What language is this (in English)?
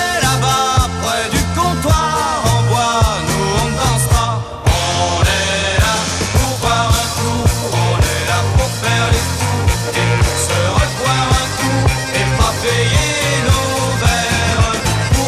French